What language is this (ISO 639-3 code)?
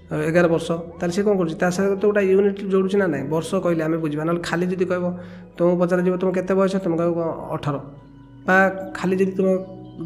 ori